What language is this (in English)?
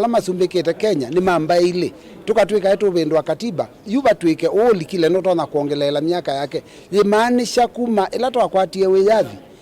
Kamba